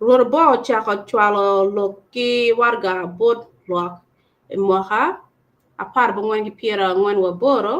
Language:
Acoli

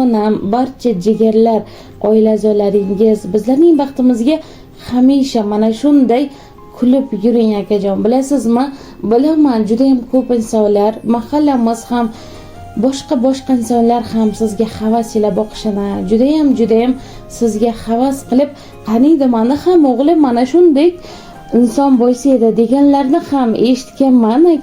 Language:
Uzbek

